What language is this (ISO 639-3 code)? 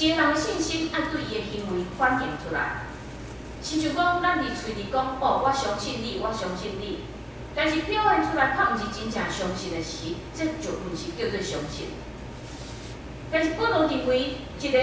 nan